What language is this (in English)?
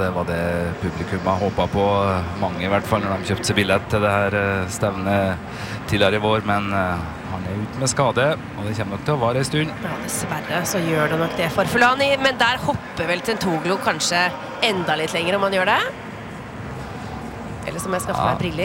Norwegian